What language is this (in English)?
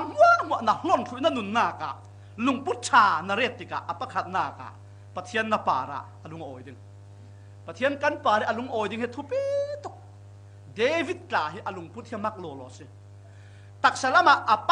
Falam Chin